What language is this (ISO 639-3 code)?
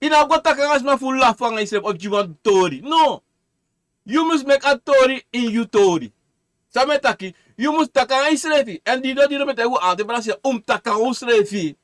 srn